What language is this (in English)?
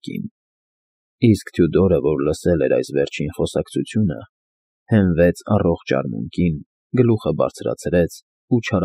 Armenian